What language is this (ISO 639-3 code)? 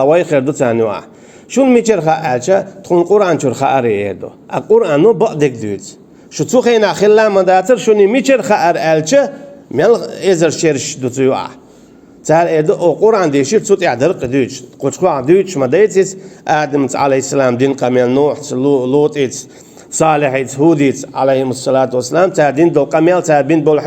che